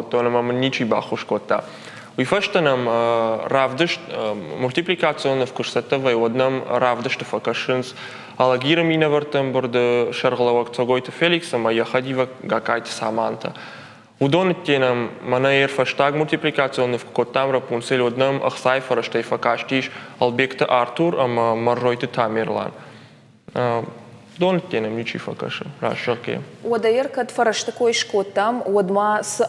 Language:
Ossetic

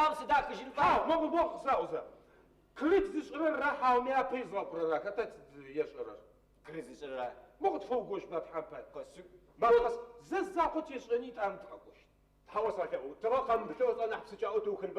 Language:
Adyghe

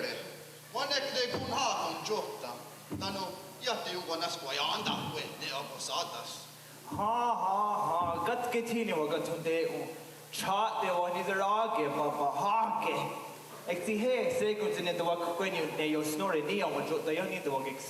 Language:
Mohawk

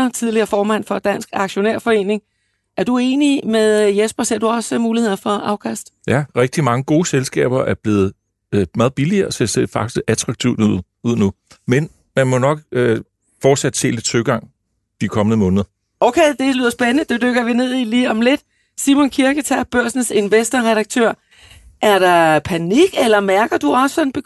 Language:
Danish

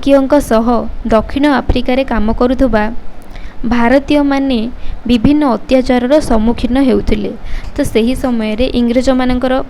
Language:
Odia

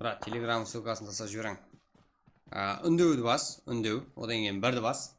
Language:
Kara-Kalpak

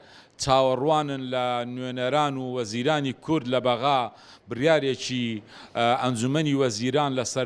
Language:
Central Kurdish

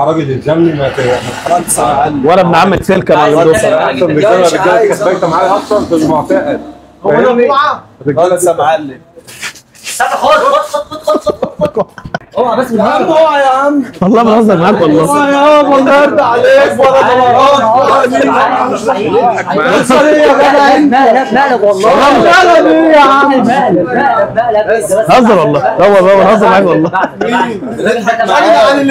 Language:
Egyptian Arabic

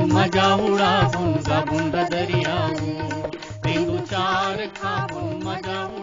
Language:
Chhattisgarhi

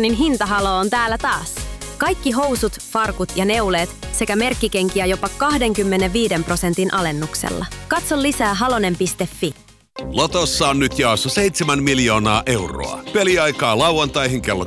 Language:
Finnish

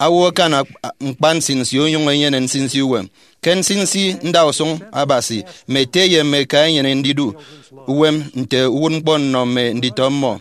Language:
Efik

